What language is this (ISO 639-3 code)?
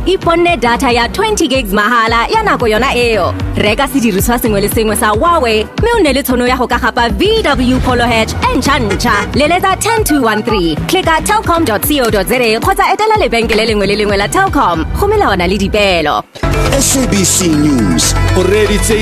tsn